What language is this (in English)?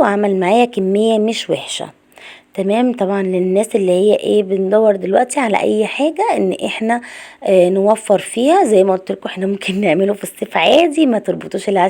Egyptian Arabic